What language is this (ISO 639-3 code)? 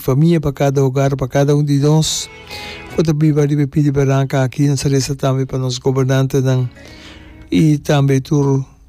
pap